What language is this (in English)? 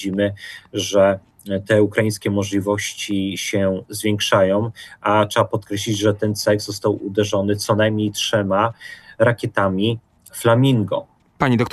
Polish